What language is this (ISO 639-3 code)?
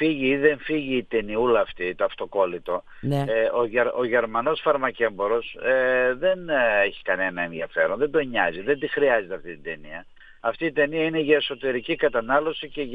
ell